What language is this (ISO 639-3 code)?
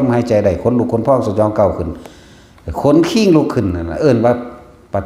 tts